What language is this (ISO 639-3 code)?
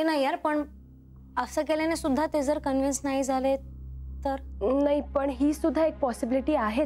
mar